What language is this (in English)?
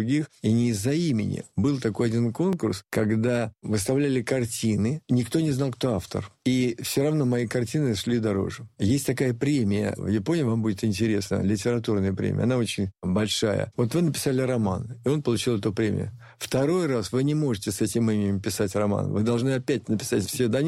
Russian